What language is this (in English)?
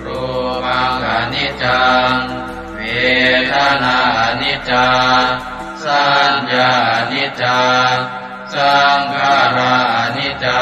Pali